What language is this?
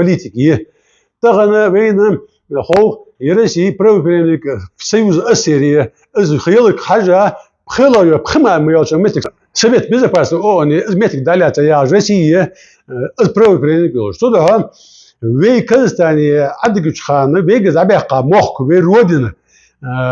Ingush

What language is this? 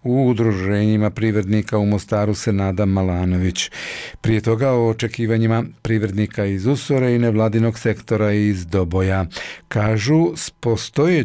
Bosnian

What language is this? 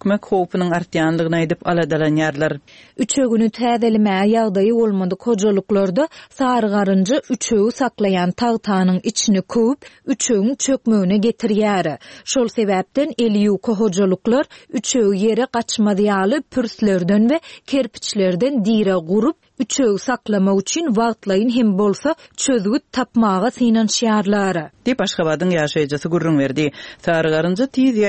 Turkmen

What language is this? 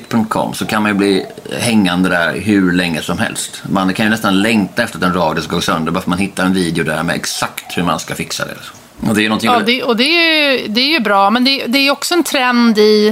Swedish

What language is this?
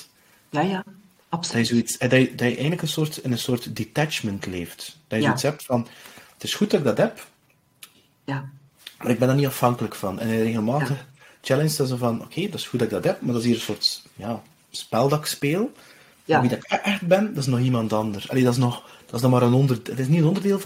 Dutch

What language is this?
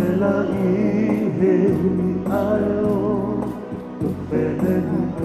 Tongan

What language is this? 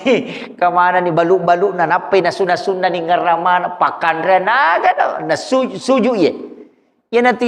Buginese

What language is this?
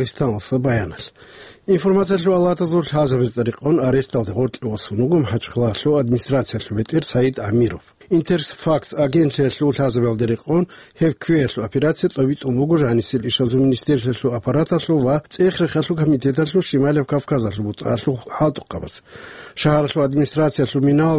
Avaric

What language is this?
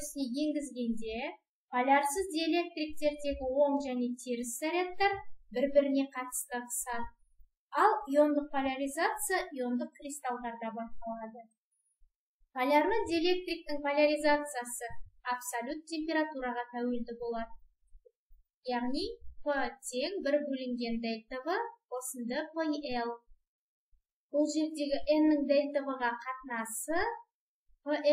Kazakh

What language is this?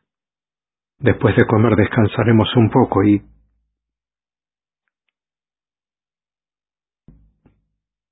Spanish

